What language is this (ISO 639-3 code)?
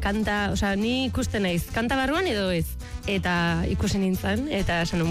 eus